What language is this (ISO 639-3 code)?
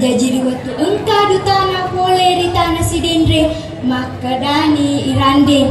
bug